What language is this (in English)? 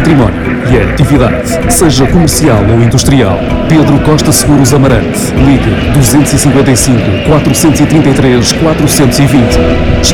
Portuguese